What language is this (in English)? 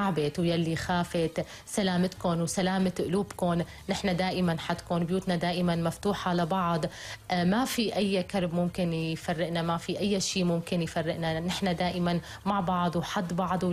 North Levantine Arabic